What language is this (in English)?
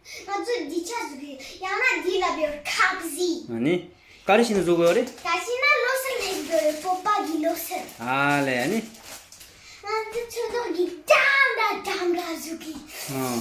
Tibetan